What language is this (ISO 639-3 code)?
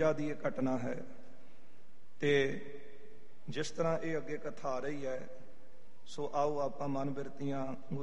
pan